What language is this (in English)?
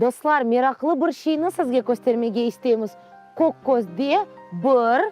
Crimean Tatar